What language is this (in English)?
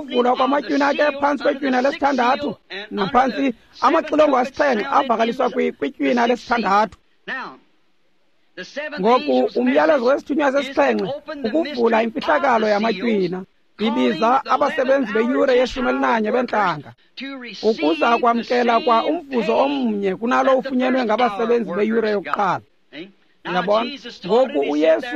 Xhosa